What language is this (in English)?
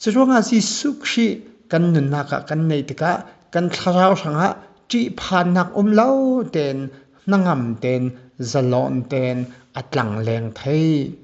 Falam Chin